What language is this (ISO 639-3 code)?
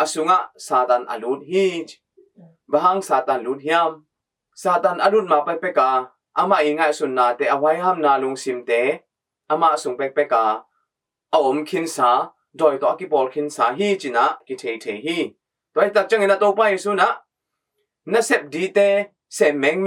ctd